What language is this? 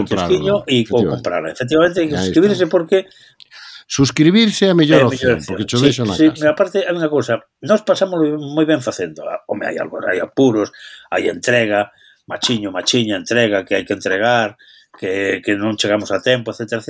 Galician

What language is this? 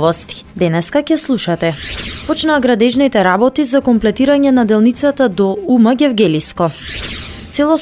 Macedonian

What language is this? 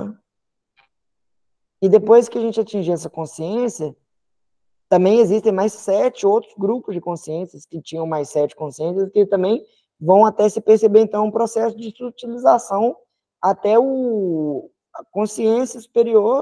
Portuguese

